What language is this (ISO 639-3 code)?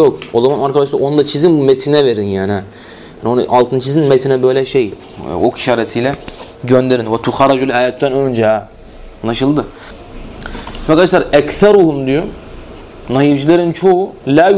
tur